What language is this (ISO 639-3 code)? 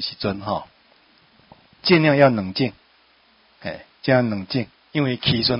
nan